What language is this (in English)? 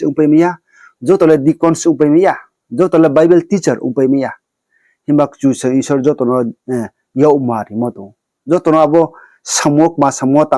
Riang (India)